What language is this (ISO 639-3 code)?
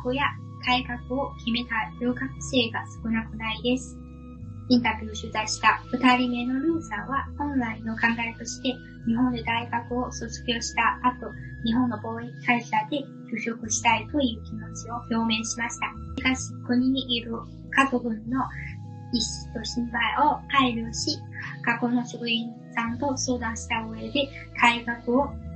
jpn